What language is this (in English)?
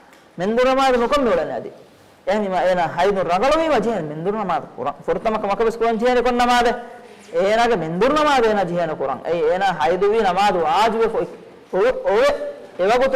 Divehi